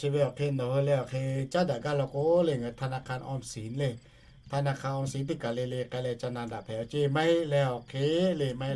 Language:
Lahu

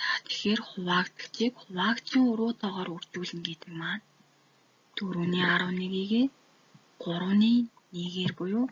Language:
Mongolian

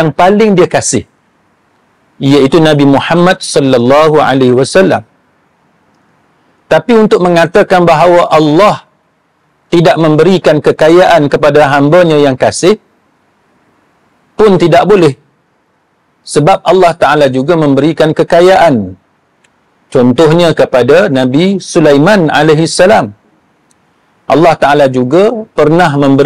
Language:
Malay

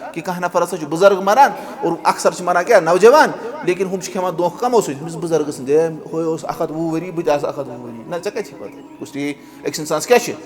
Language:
Kashmiri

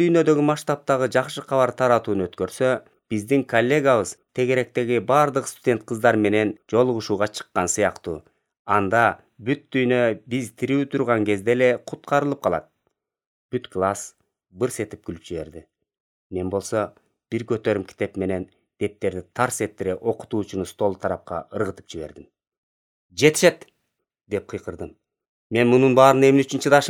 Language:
Kyrgyz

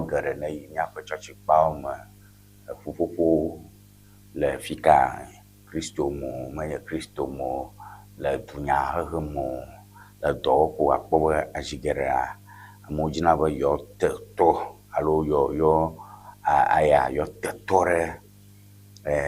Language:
Ewe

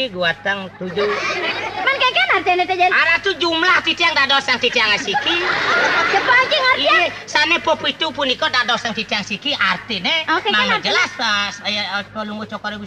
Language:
Balinese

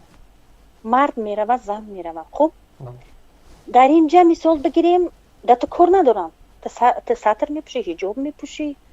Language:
Tajik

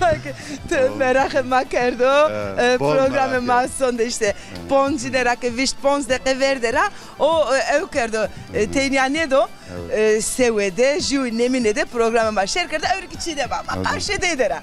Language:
Zaza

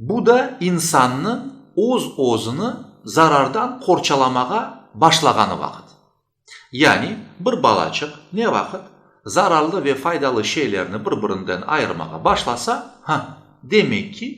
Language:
Crimean Tatar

